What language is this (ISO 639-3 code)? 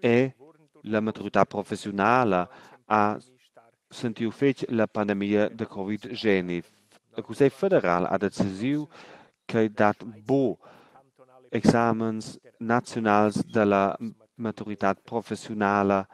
roh